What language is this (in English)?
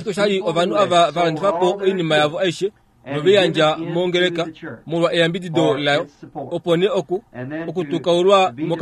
Kuanyama